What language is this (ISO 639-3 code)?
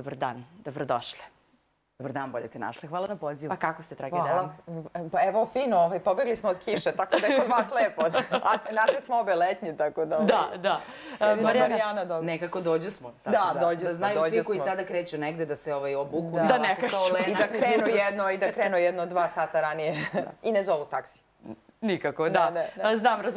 srp